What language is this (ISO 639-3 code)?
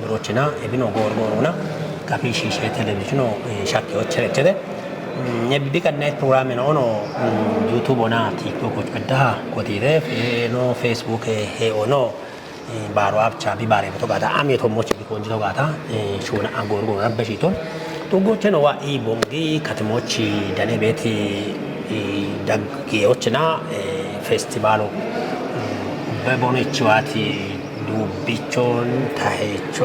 kbr